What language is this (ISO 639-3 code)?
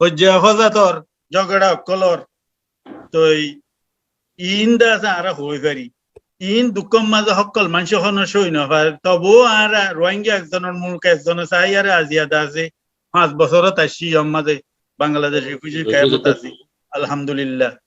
rhg